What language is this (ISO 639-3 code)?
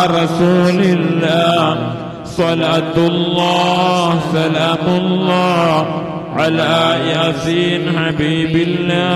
mal